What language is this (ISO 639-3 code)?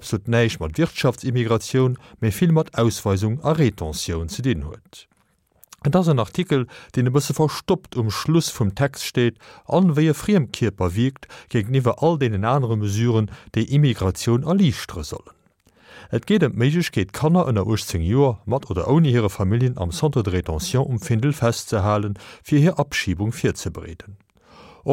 ltz